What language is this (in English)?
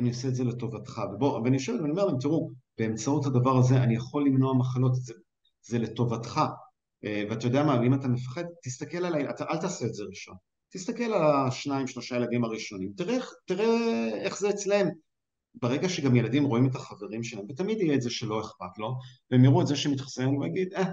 Hebrew